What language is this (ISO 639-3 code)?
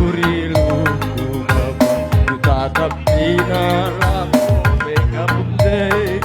btx